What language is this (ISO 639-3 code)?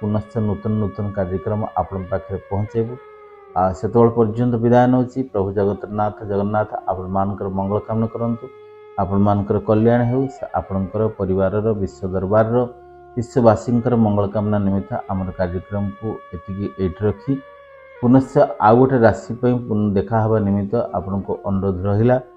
ori